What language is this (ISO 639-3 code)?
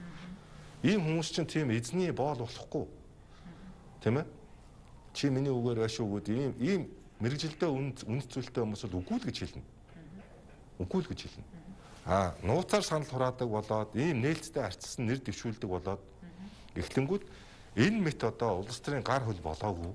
mon